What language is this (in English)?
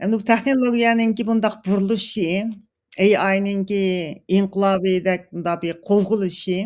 Uyghur